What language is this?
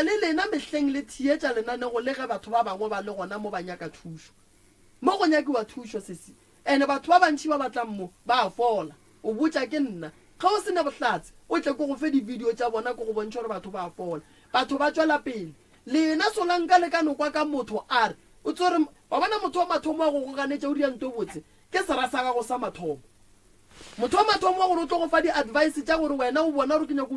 Northern Sotho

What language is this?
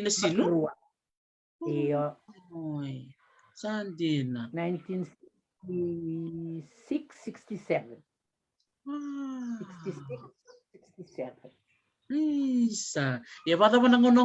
Fijian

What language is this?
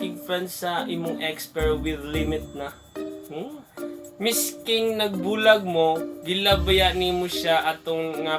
Cebuano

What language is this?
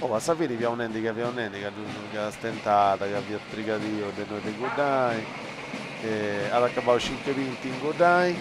Sardinian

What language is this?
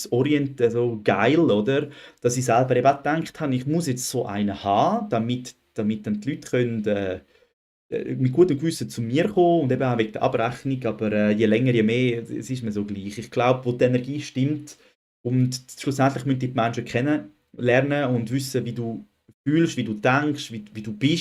Swiss German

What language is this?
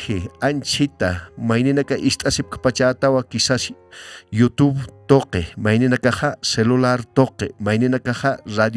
Aymara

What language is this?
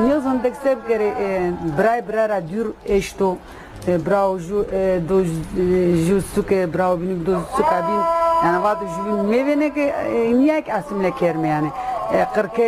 Zaza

